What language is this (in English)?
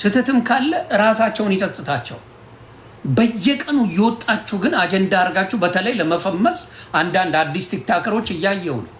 Amharic